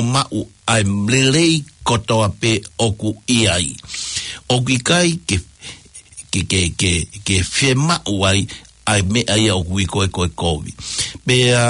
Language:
Tongan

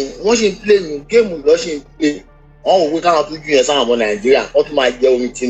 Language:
Yoruba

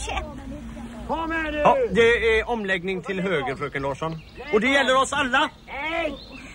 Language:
Swedish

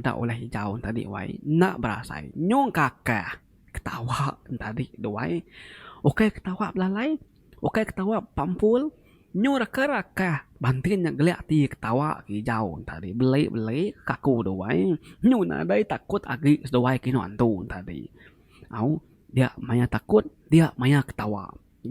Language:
Iban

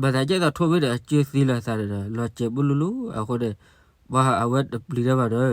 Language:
S'gaw Karen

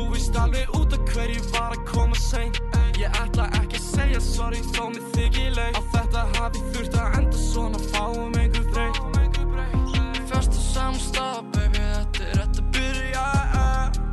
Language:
Icelandic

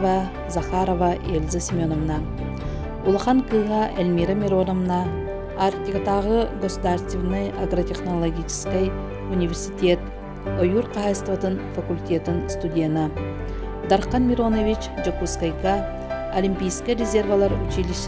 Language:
Yakut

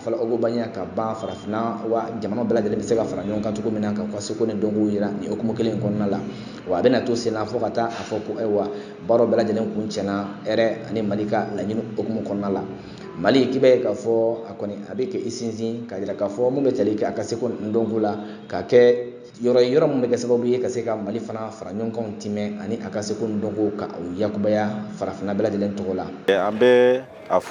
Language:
Bambara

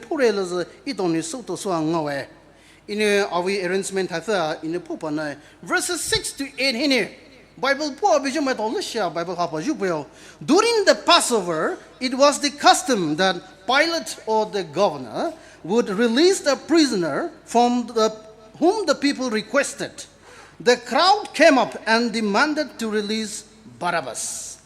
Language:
Poumei Naga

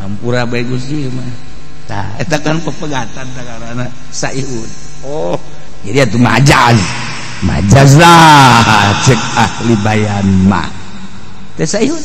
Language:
Sundanese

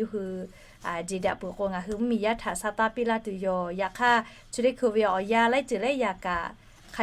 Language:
Lahu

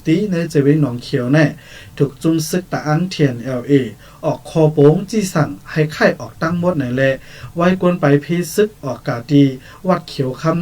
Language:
Shan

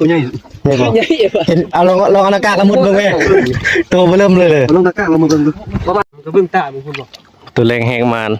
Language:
Northeastern Thai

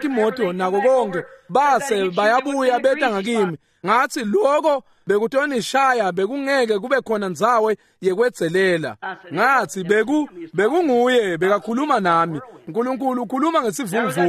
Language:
Swati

